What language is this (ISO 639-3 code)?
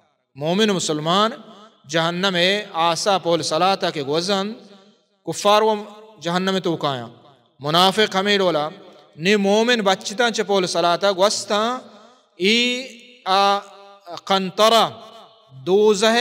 bal